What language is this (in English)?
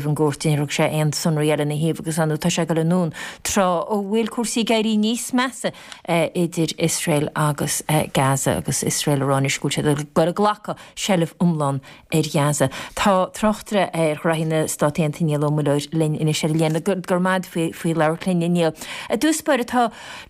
Irish